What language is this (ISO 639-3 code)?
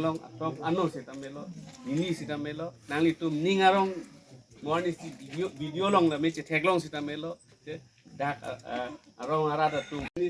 mjw